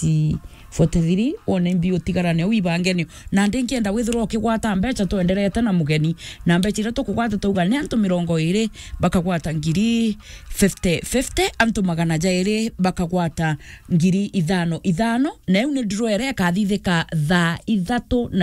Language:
Meru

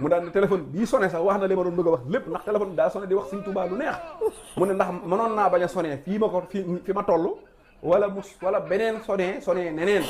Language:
Wolof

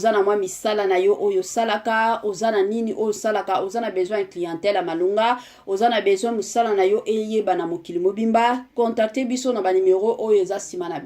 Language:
Lingala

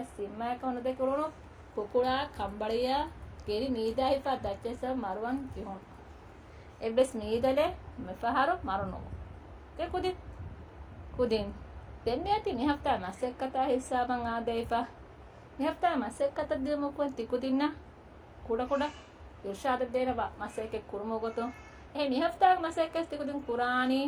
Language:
Divehi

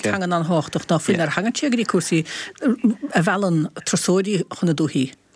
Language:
Irish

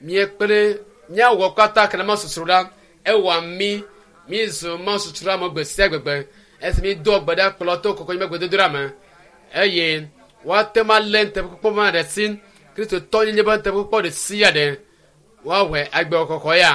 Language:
Ewe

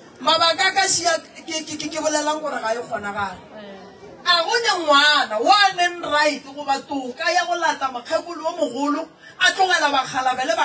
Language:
Northern Sotho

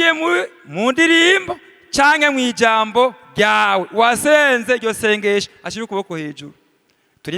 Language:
Rundi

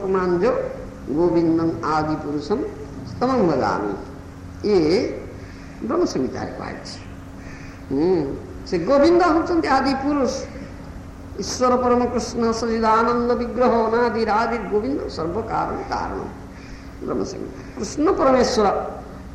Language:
Odia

